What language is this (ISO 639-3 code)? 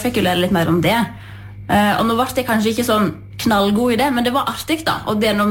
nor